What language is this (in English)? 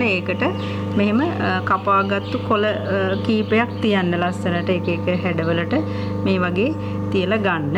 Sinhala